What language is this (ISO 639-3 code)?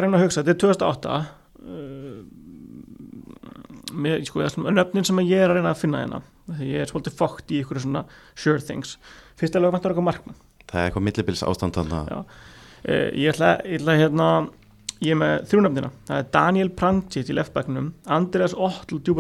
isl